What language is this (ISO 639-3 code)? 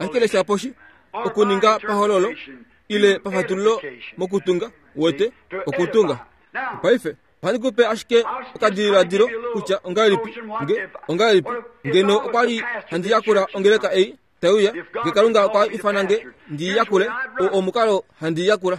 kua